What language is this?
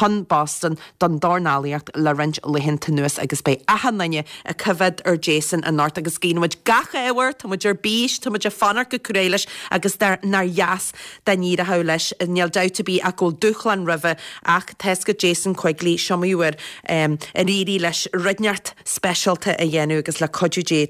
Irish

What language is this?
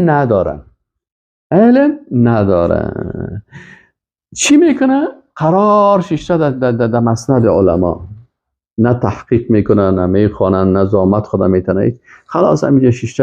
Persian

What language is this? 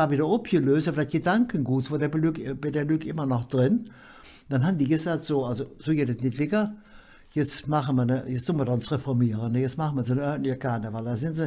Colognian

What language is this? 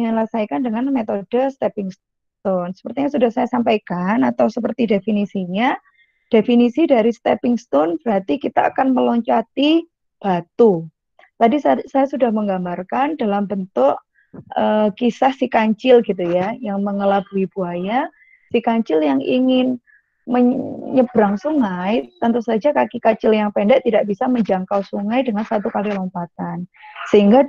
Indonesian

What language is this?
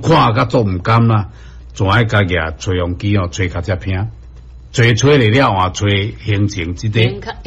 Min Nan Chinese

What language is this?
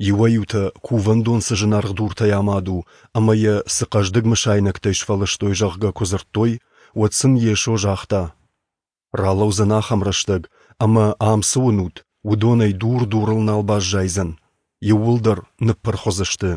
Ossetic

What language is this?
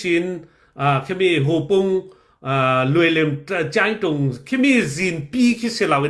Falam Chin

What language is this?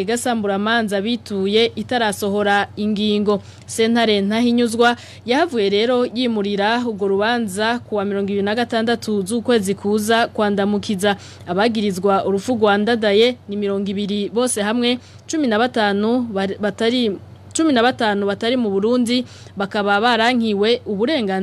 Rundi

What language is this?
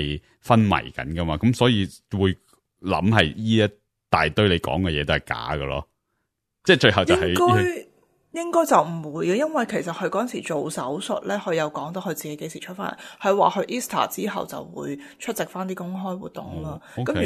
Cantonese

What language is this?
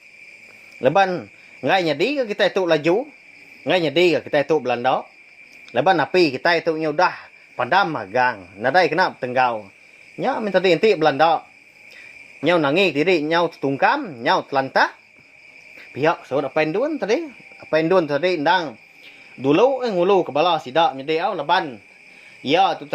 Iban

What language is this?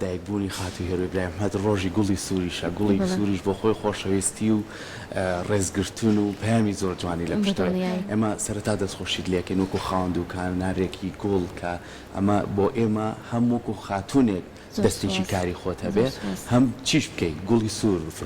Central Kurdish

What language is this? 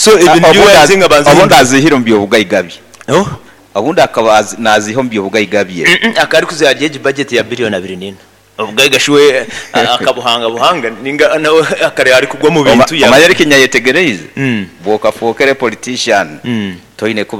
Nyoro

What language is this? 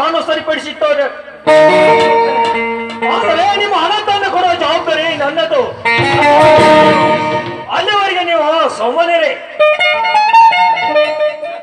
Kannada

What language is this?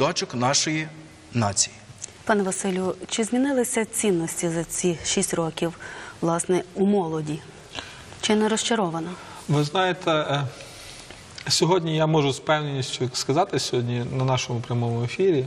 Ukrainian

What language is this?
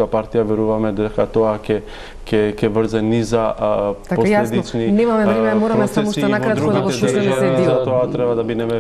Macedonian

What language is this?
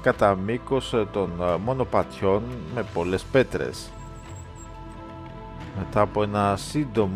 Greek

